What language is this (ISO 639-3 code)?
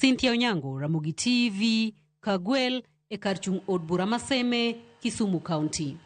luo